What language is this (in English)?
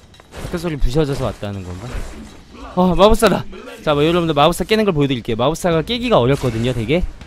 Korean